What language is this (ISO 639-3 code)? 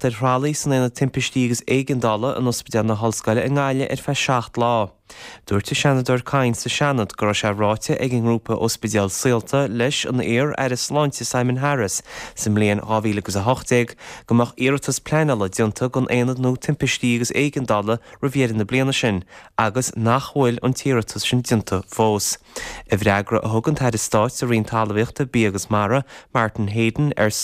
gle